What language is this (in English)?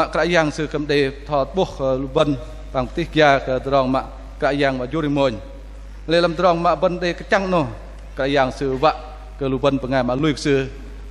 Bahnar